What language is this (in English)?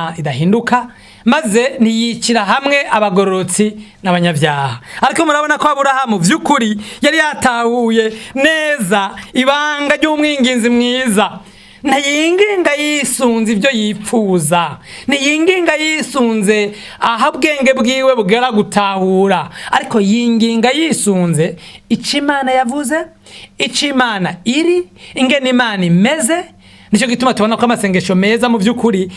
Rundi